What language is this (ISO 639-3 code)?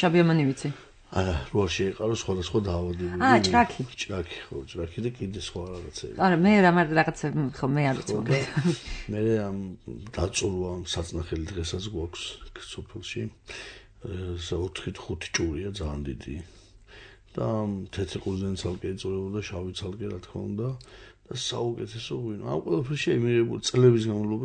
kat